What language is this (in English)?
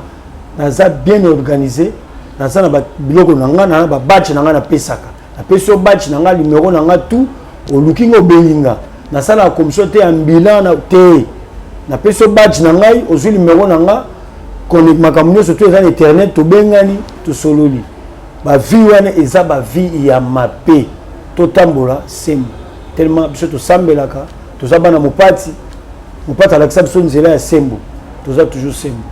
Lingala